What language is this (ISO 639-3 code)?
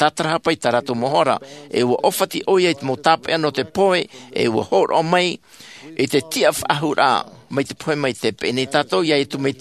tah